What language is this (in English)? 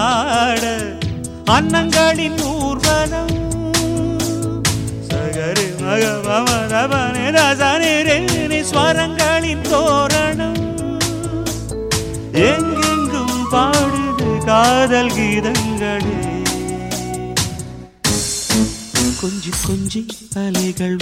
Tamil